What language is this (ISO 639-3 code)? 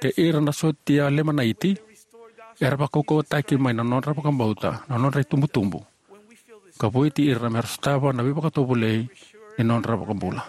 fij